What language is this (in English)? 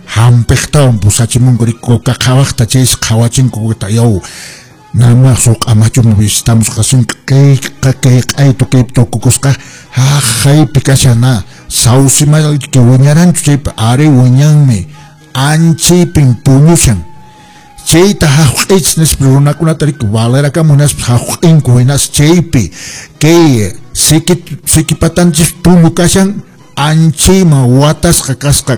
Quechua